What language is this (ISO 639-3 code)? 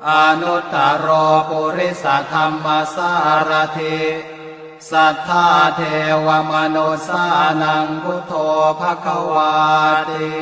pli